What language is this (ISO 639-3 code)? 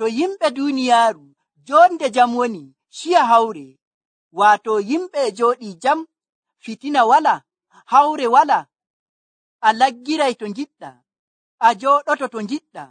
fuv